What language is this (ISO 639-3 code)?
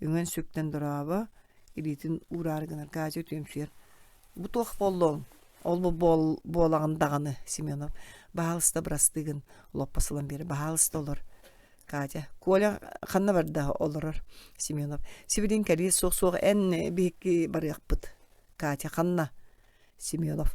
sah